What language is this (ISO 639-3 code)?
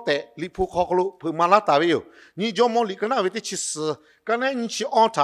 lhu